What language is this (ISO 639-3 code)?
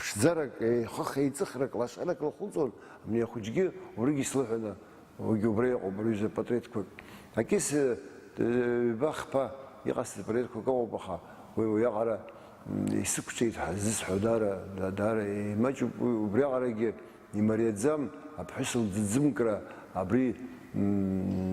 abk